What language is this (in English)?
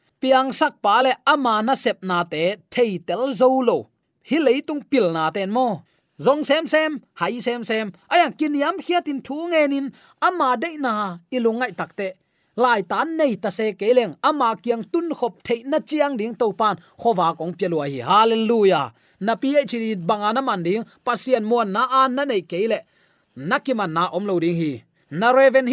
Tedim Chin